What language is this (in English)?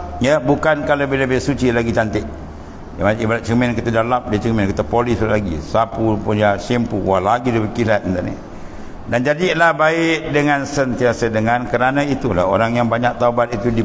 Malay